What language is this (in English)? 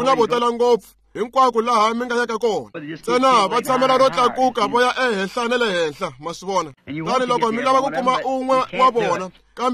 Tsonga